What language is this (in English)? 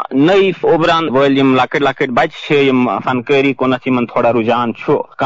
Kashmiri